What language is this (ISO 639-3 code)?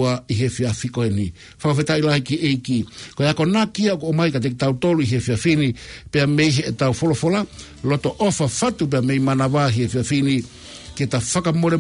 ton